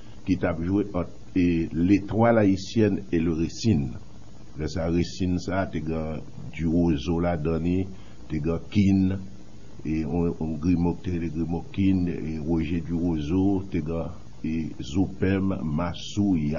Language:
Haitian Creole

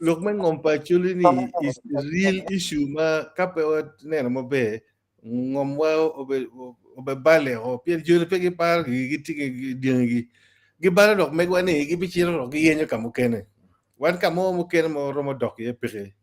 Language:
Acoli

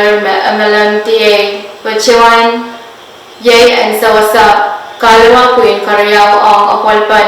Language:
Pohnpeian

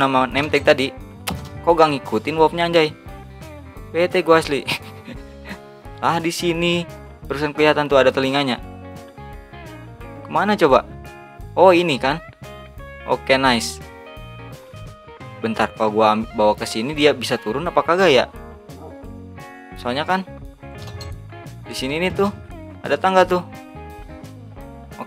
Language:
Indonesian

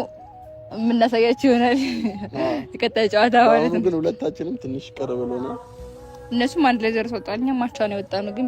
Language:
Amharic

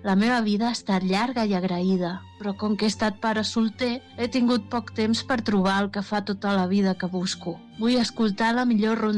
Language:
Catalan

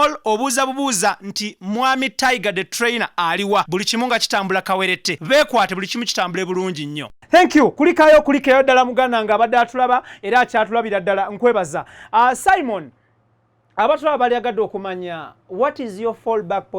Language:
Ganda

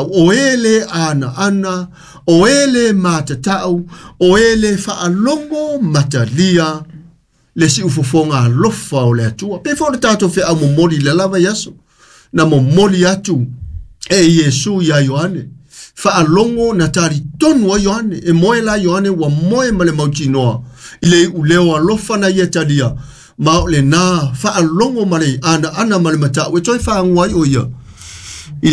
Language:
Samoan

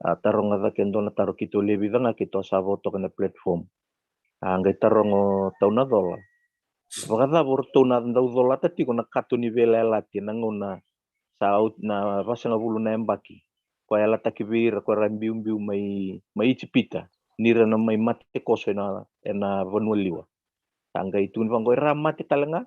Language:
Fijian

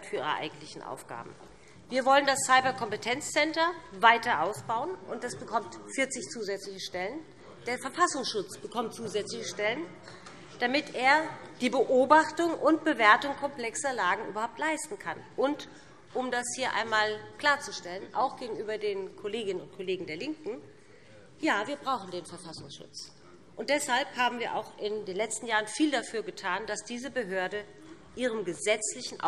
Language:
German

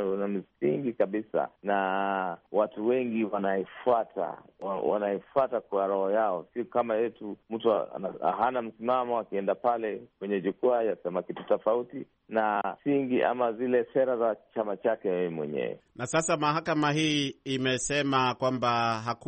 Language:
Swahili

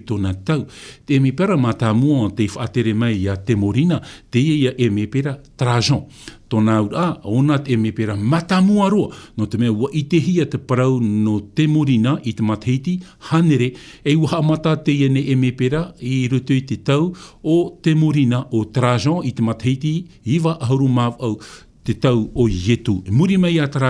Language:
Tahitian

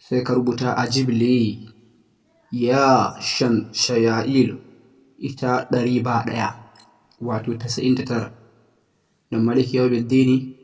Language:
Hausa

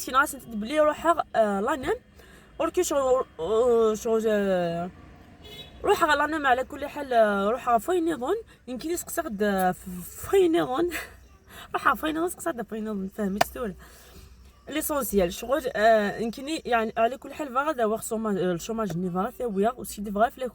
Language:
Algerian Arabic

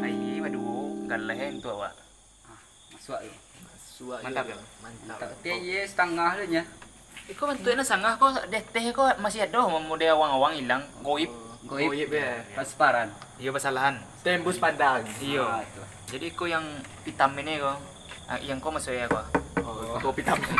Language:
Minangkabau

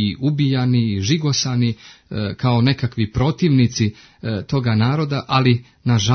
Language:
Serbian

